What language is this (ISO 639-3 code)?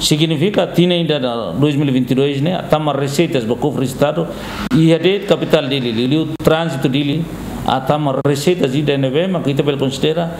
tet